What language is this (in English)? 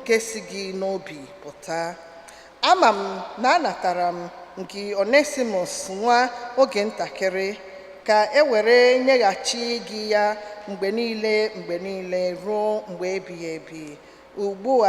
Igbo